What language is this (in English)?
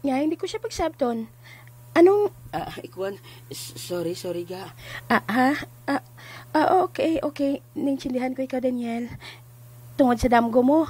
Hiligaynon